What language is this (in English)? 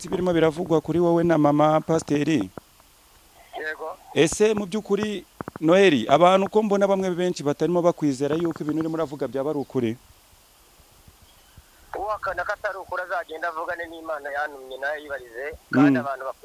Kinyarwanda